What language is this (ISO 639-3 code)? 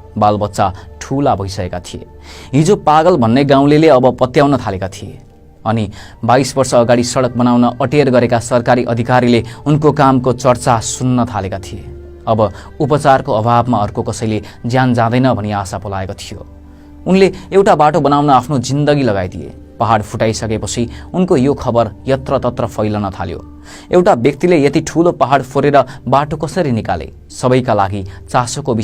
nep